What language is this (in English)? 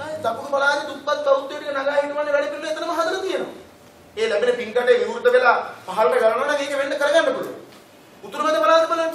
Sinhala